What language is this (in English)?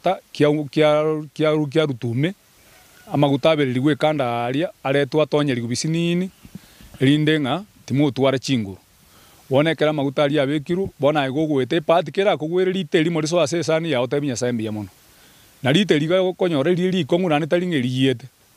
Gusii